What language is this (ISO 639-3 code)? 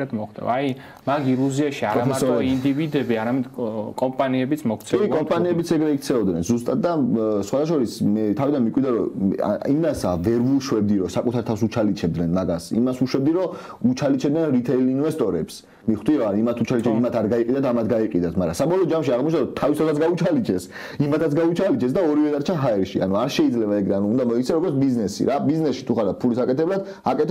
kat